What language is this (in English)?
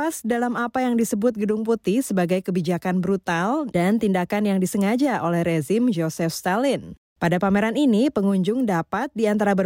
Indonesian